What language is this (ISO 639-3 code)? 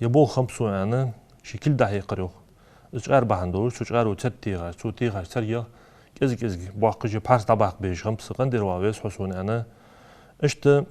inh